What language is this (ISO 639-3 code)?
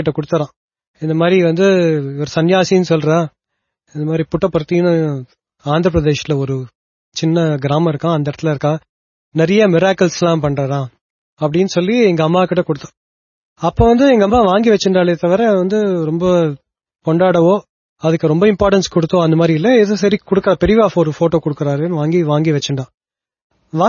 tam